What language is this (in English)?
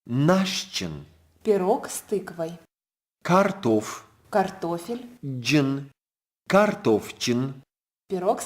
Ossetic